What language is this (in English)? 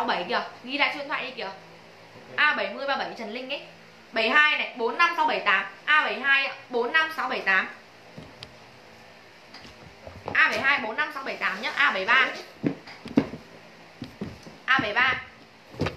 Vietnamese